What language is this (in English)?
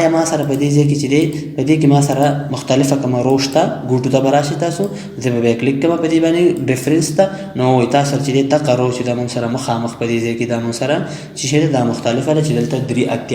Pashto